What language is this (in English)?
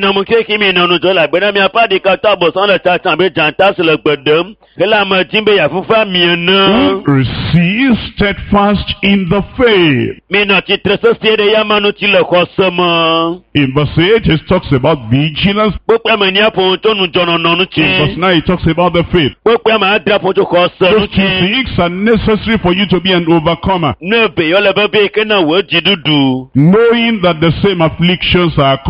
Ewe